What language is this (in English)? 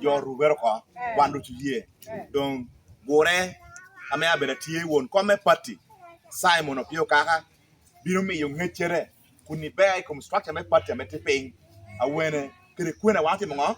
Lango (Uganda)